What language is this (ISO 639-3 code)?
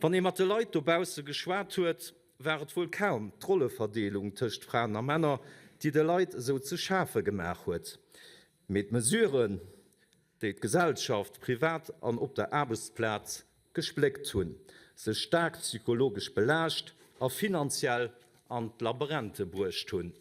ltz